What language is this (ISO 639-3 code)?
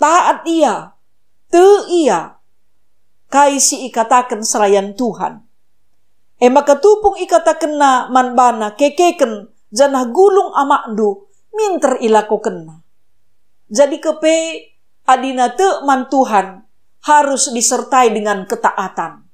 btx